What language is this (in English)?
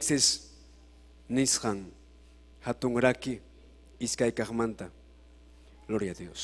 Ayacucho Quechua